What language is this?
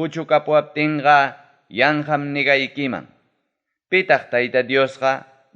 Ayacucho Quechua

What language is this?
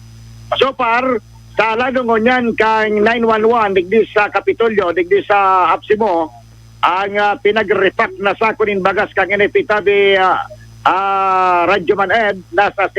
Bikol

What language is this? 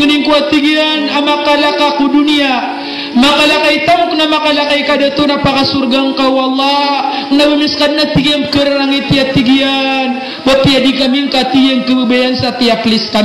Maranao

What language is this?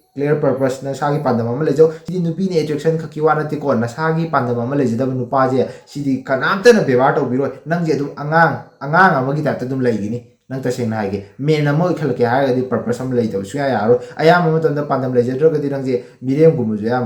Manipuri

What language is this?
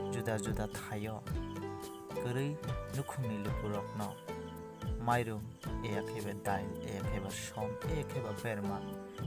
Kok Borok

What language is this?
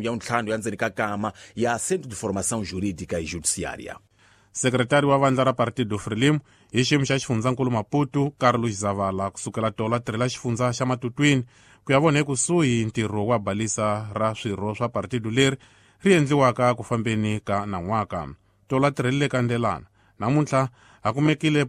Tsonga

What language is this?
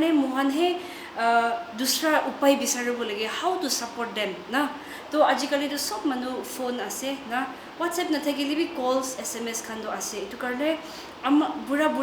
Naga Pidgin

